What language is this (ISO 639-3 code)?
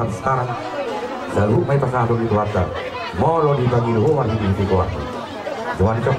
bbc